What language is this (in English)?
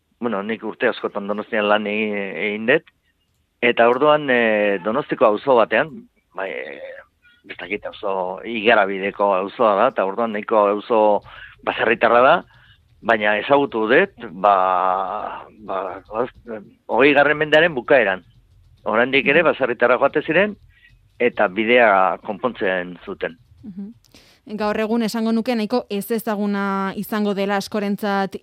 Basque